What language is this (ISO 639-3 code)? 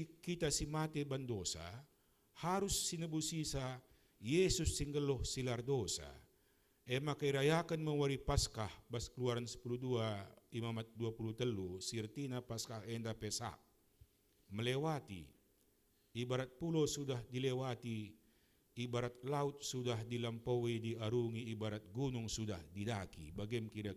btx